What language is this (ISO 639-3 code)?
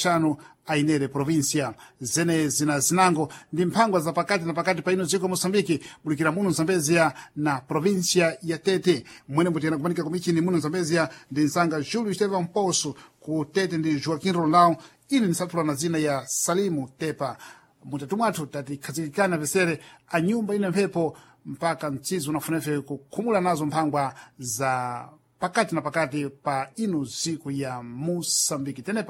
seh